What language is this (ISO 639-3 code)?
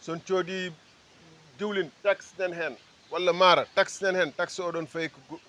ful